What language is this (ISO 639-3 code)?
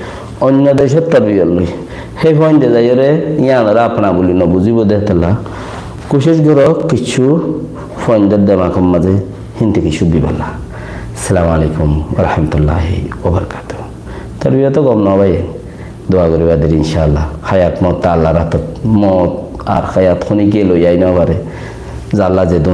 rhg